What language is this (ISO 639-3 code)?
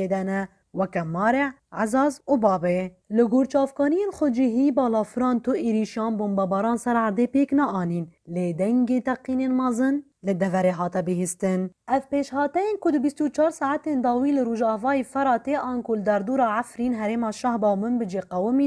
kur